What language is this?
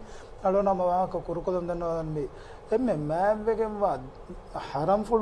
Divehi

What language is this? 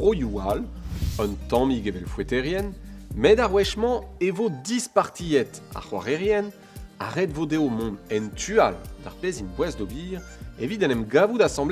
Breton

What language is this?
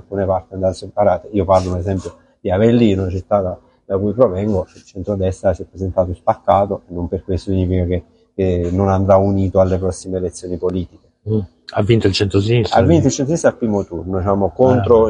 Italian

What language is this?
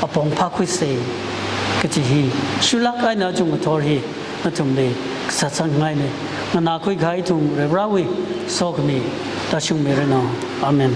Tangkhul Naga (India)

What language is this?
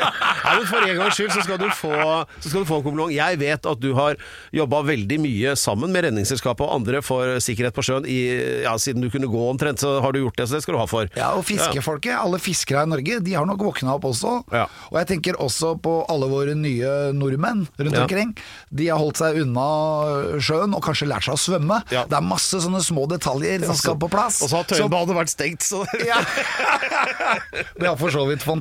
Norwegian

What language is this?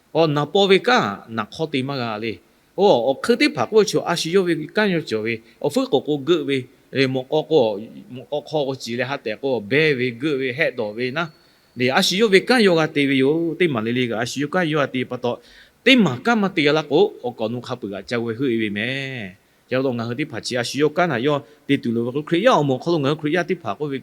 Lahu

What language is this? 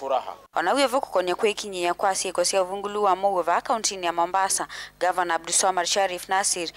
Kamba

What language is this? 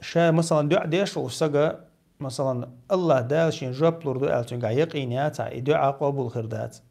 Chechen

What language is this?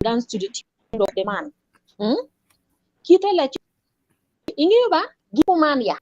Acoli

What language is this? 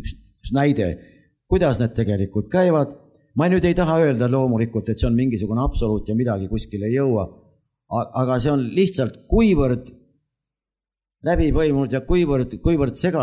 Estonian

